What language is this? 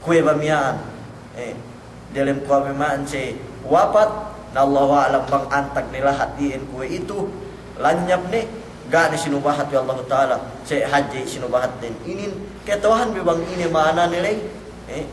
Yakan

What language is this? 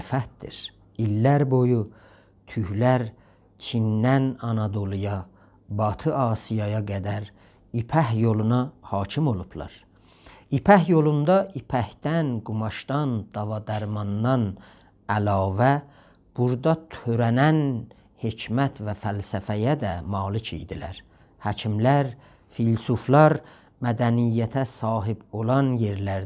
South Azerbaijani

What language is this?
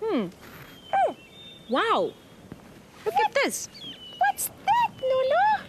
Southern Sotho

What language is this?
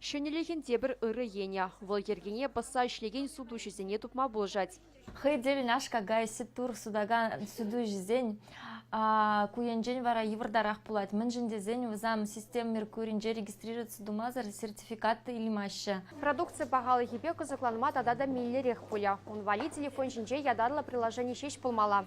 Chuvash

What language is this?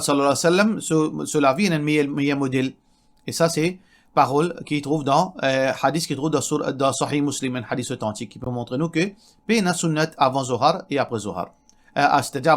Morisyen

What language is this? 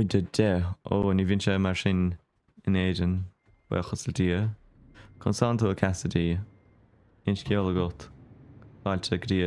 Irish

